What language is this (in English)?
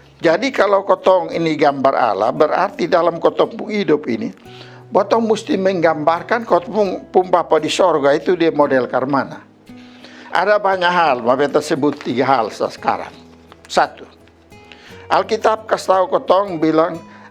Kupang Malay